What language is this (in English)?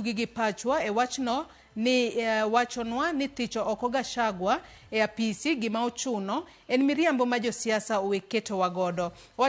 Luo (Kenya and Tanzania)